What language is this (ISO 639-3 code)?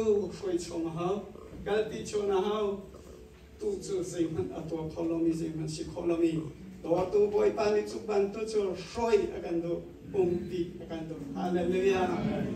cnh